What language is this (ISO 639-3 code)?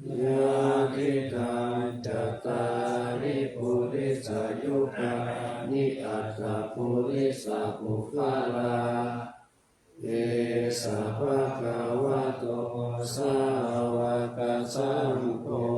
pli